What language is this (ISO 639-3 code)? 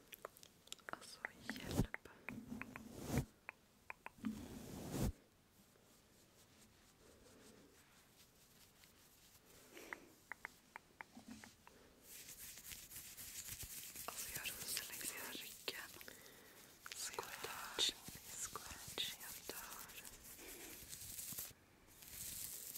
swe